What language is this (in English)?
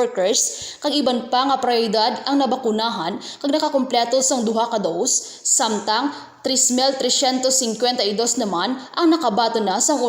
Hiligaynon